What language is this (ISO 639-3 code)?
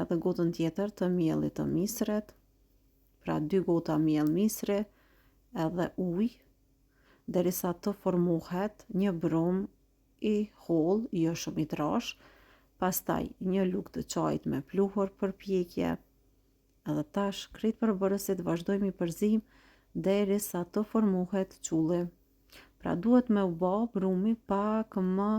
sqi